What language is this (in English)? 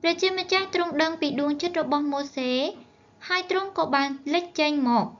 Khmer